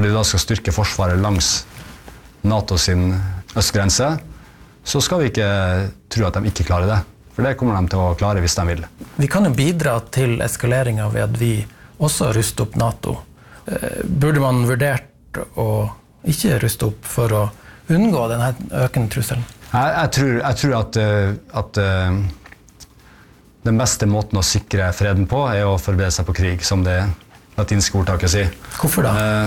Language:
Norwegian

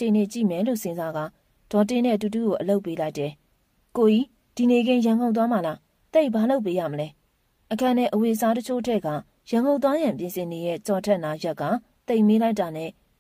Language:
Burmese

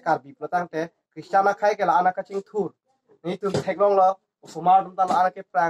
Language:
Karbi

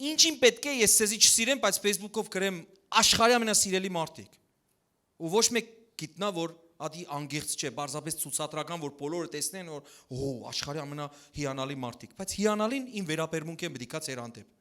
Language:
Western Armenian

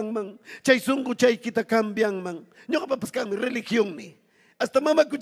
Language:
Ayacucho Quechua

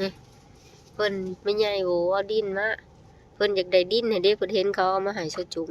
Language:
Lao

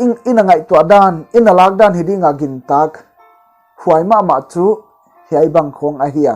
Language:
Paite Chin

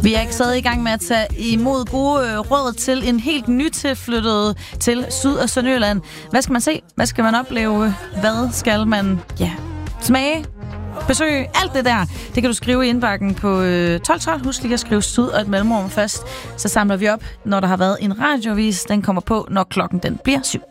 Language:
Danish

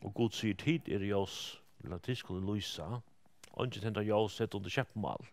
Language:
Faroese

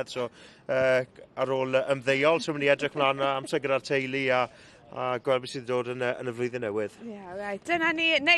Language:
Welsh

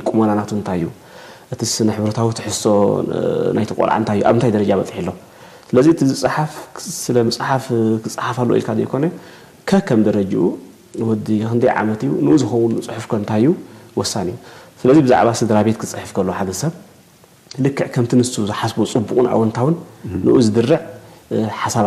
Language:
Tigrinya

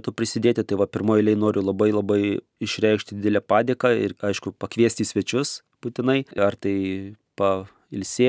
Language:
Lithuanian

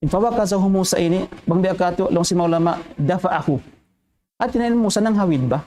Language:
Tausug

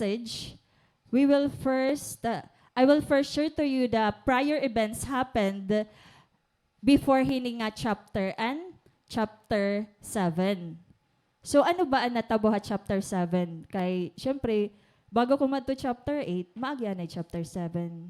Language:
Waray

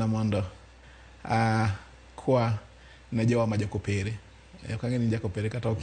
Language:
Luo (Kenya and Tanzania)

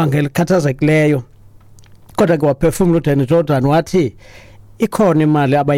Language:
Xhosa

